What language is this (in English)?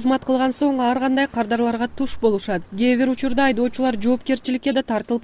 Kyrgyz